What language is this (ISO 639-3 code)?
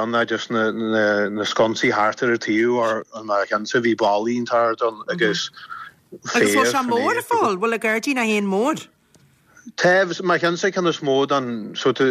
gle